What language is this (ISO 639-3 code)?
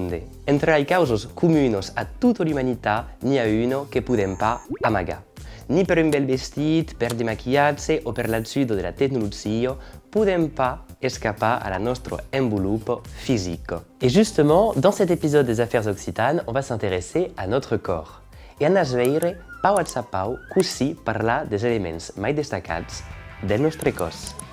oci